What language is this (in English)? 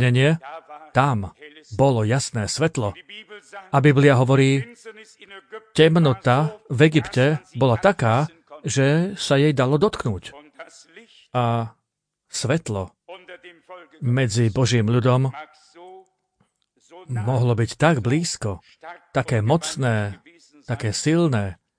Slovak